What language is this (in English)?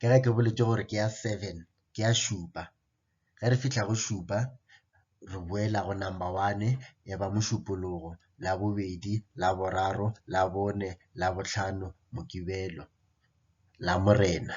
Northern Sotho